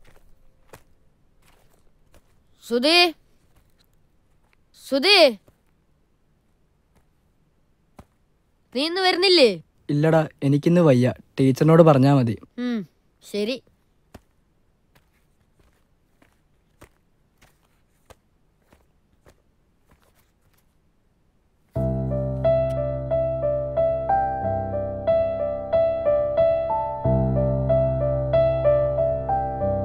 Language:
Malayalam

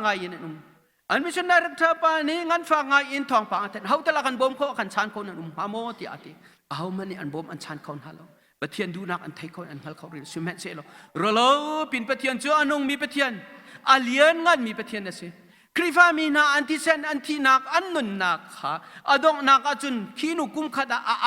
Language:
Hakha Chin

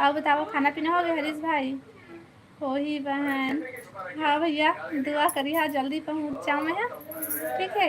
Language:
Chhattisgarhi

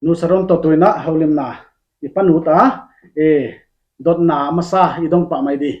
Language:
Paite Chin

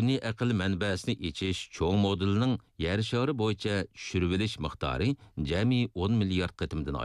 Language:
Uyghur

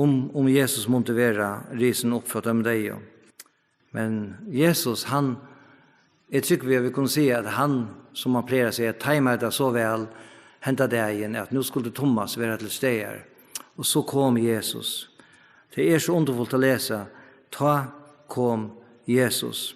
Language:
Faroese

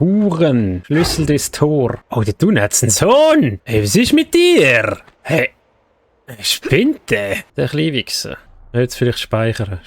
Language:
Swiss German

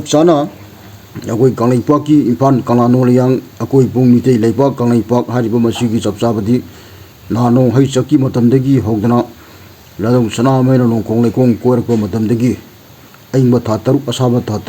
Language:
Manipuri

